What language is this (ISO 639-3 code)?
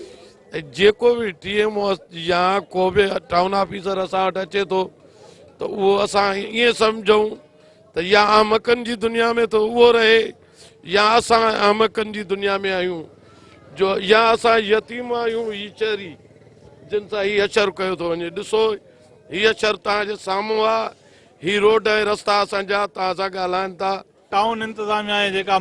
snd